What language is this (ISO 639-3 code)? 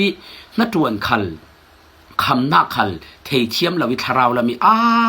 cfm